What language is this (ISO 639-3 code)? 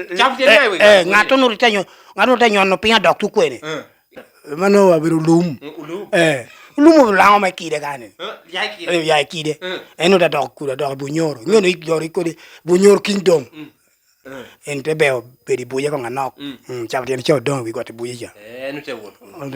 laj